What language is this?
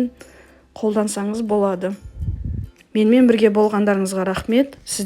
Kazakh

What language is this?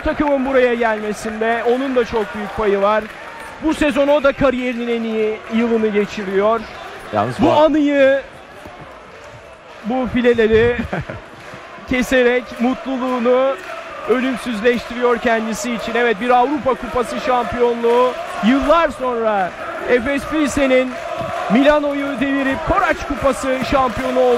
Turkish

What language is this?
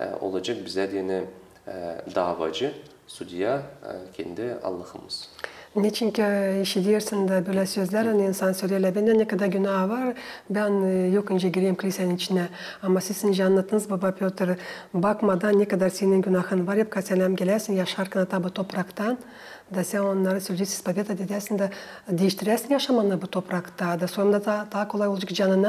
Gagauz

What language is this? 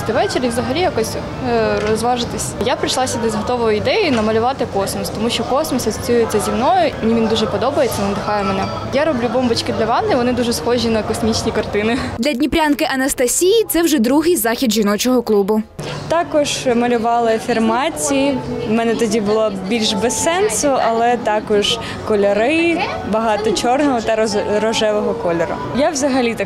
Ukrainian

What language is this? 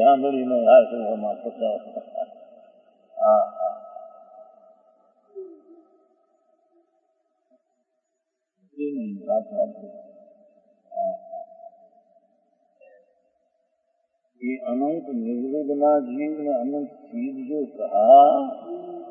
Hindi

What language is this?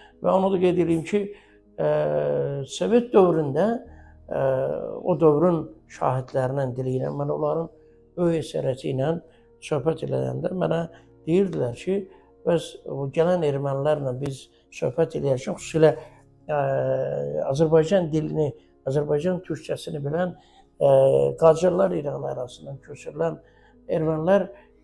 Azerbaijani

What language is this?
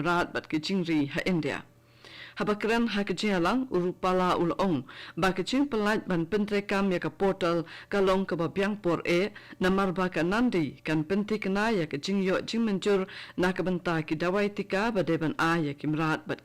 Khasi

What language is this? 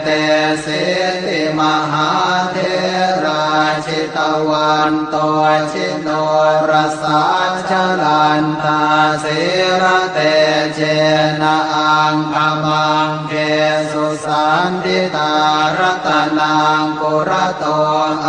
Pali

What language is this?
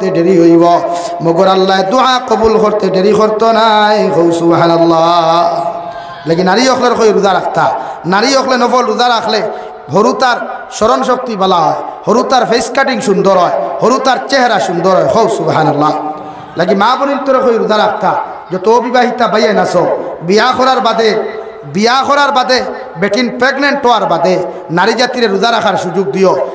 Sylheti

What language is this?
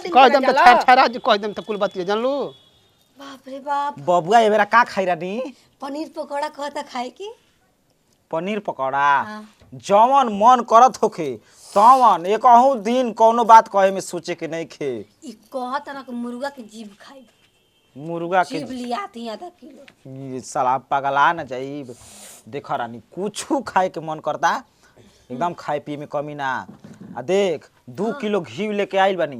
Bhojpuri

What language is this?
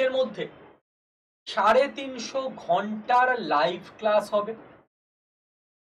Bangla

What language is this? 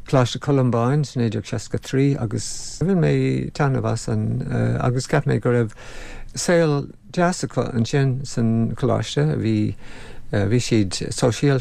Irish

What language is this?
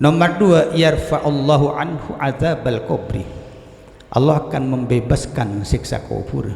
Madurese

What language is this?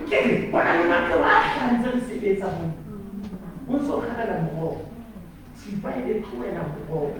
Southern Sotho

